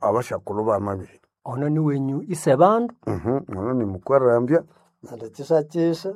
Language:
Nande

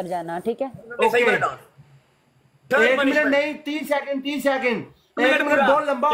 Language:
Hindi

